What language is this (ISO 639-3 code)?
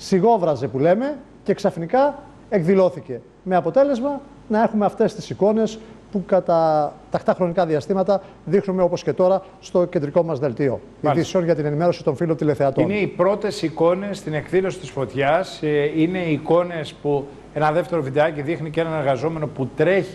ell